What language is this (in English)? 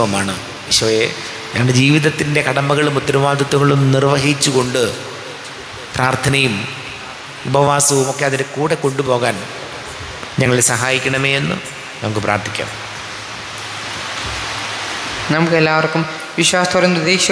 Malayalam